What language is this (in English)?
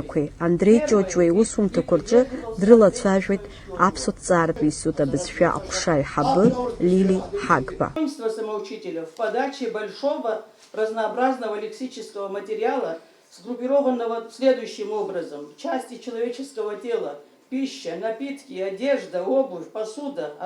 Abkhazian